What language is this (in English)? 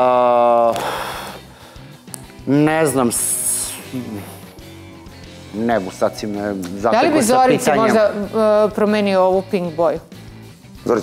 Serbian